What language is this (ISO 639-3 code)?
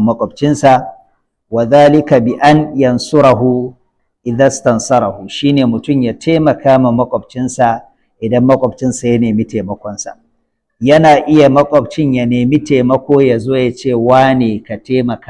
hau